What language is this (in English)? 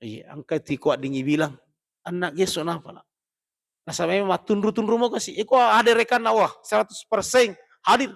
Buginese